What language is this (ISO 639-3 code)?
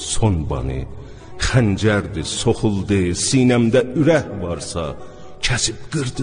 azb